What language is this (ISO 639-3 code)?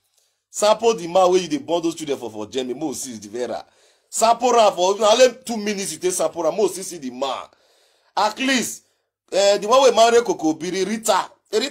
pcm